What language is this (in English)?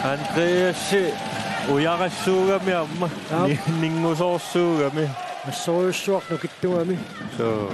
Kalaallisut